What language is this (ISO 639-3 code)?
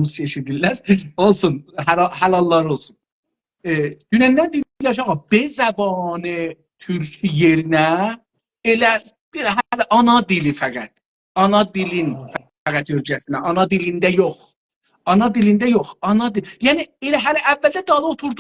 azb